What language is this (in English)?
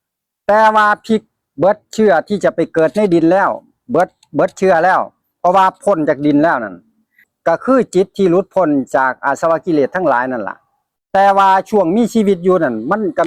Lao